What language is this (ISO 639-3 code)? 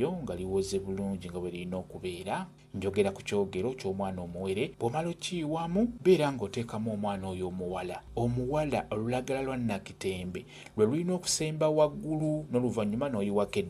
lug